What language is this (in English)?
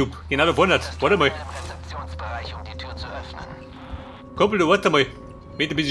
Bavarian